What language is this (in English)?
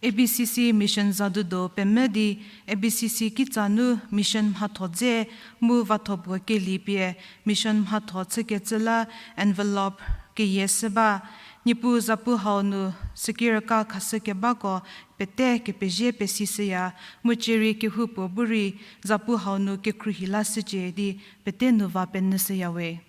Angami Naga